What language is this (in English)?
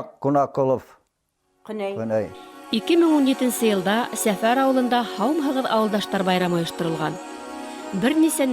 Bashkir